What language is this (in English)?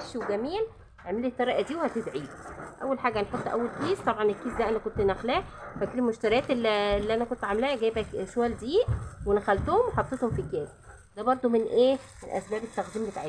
Egyptian Arabic